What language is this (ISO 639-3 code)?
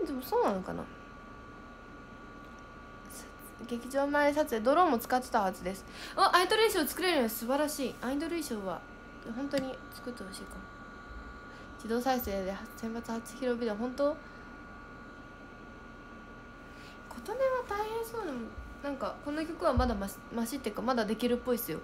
jpn